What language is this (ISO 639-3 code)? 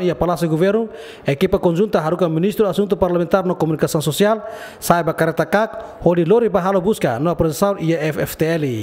tet